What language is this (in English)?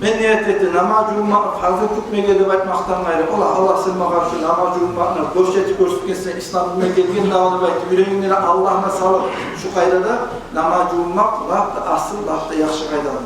Kumyk